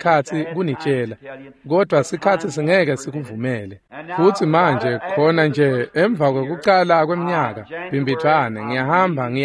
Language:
Swati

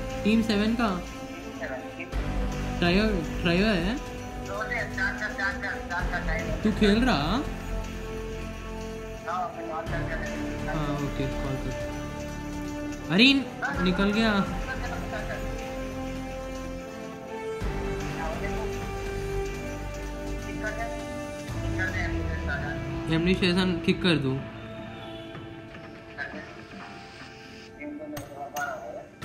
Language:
Hindi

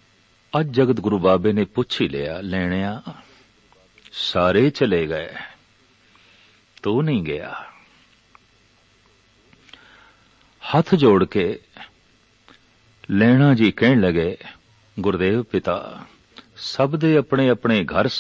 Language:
Punjabi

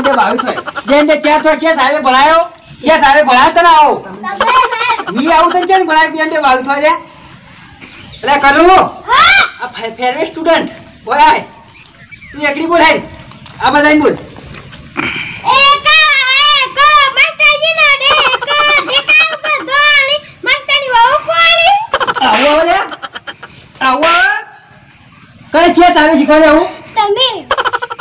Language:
Gujarati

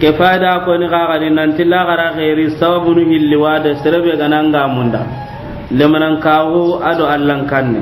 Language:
Soninke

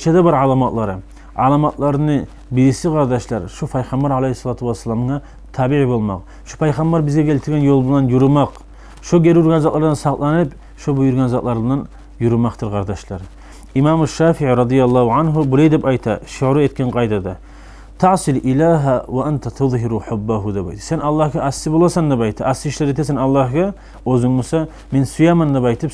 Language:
Kumyk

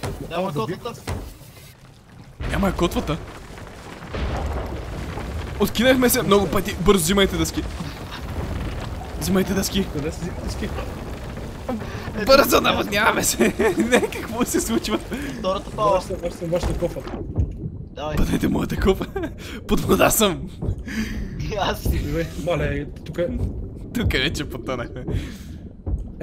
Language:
Bulgarian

